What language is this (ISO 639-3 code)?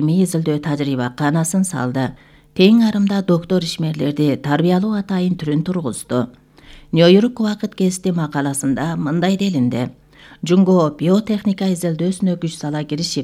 kir